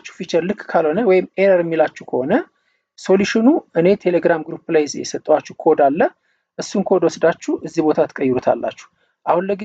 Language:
Amharic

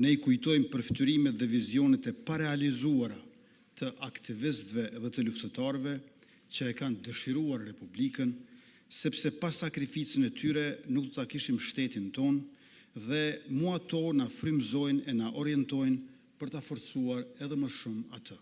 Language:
Albanian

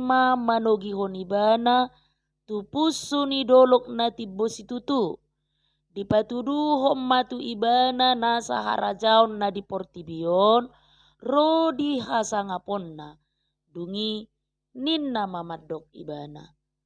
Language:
Batak Toba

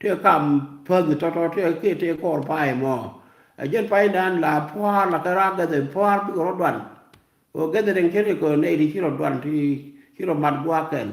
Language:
Nuer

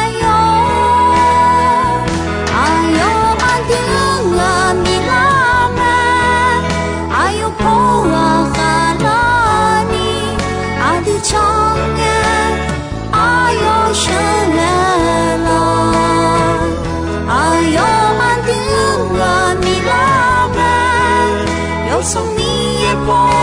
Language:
Akha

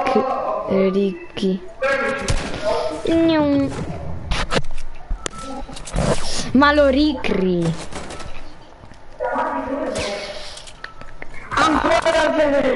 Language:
Italian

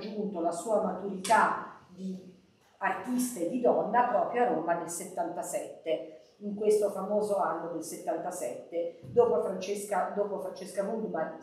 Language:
Italian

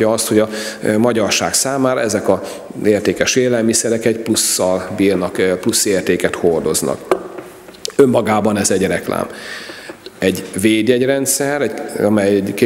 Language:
Hungarian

